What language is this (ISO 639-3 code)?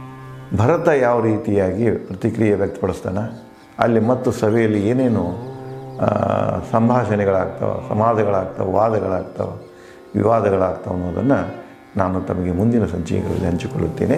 kan